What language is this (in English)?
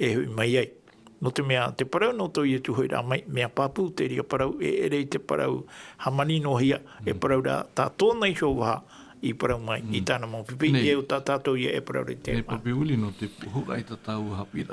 Tahitian